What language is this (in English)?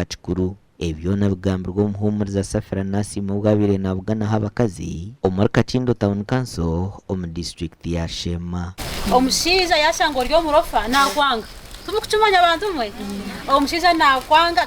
Nyankole